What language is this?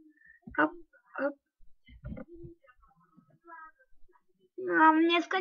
Slovak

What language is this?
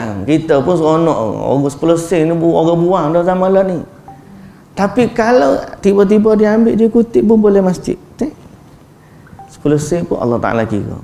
Malay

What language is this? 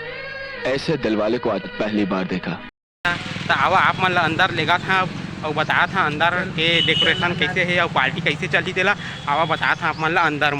Chhattisgarhi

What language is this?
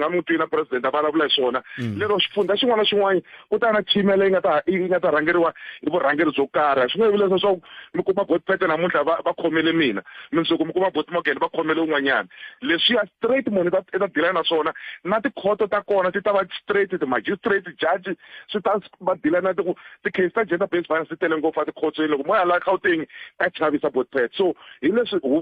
Tsonga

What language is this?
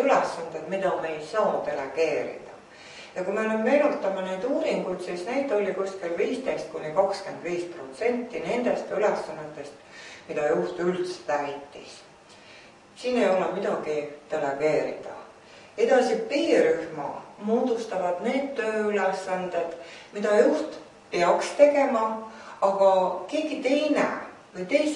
Estonian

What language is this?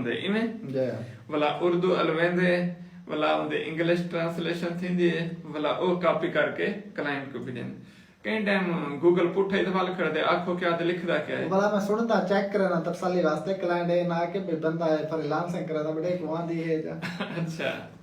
Saraiki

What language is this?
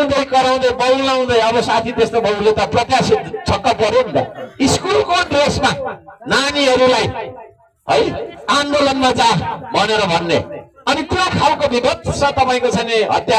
Nepali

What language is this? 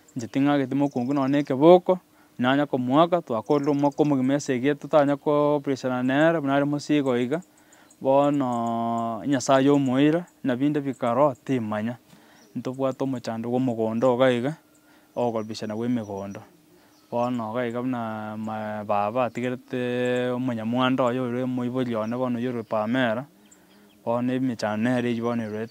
Gusii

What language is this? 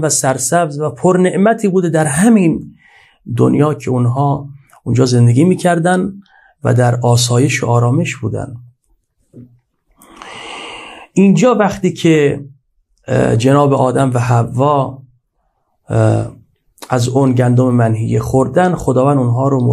Persian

